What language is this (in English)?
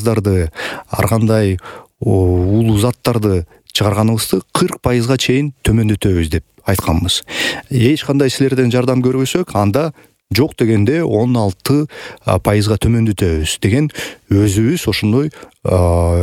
Kyrgyz